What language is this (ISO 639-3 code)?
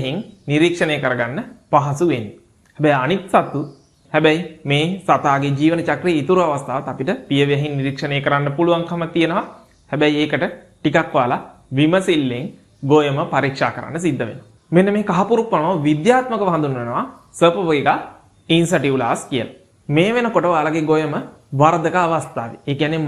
sin